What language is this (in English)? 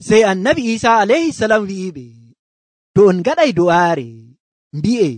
Nigerian Fulfulde